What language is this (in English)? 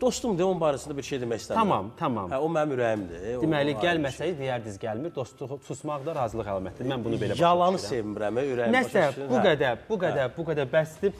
Azerbaijani